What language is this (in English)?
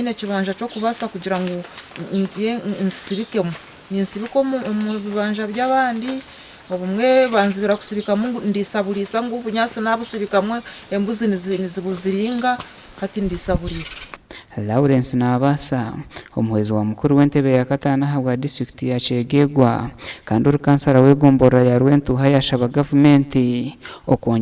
Nyankole